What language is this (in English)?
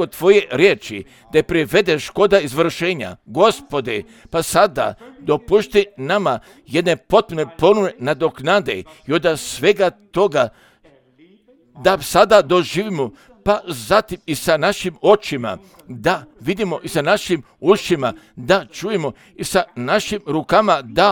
Croatian